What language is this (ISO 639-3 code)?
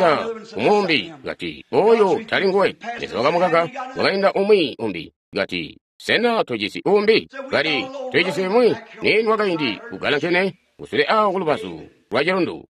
toi